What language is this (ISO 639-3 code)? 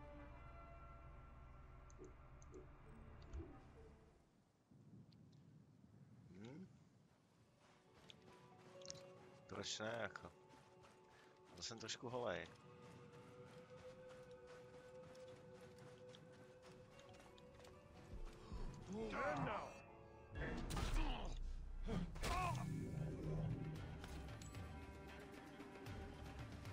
ces